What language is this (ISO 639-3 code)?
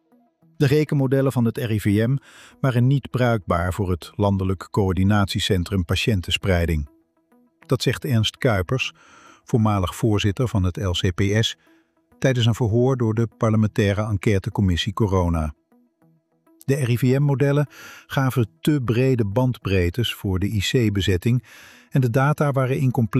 nld